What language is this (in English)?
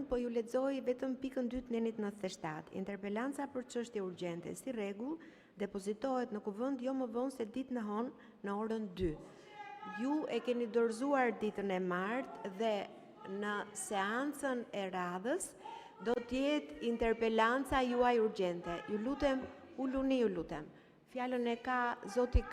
Albanian